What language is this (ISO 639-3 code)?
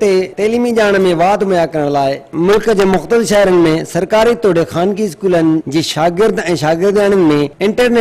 snd